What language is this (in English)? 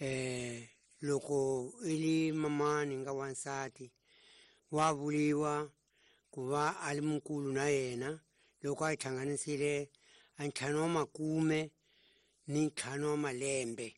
Tsonga